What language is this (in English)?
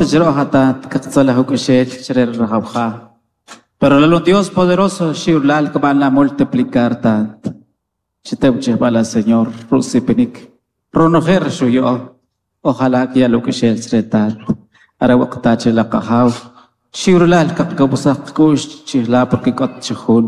Kʼicheʼ